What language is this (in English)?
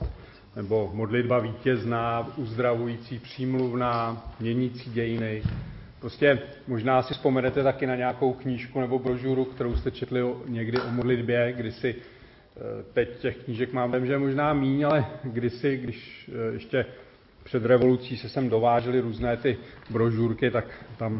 Czech